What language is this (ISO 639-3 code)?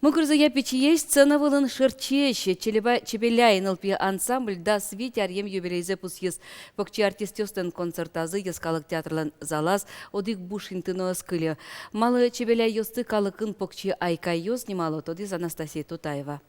udm